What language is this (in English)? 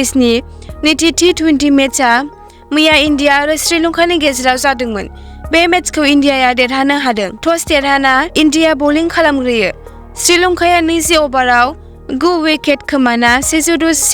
Bodo